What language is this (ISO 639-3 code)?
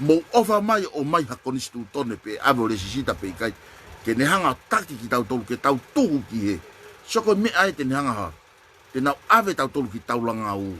ton